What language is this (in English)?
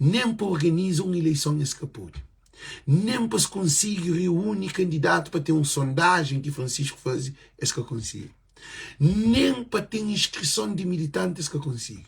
Kabuverdianu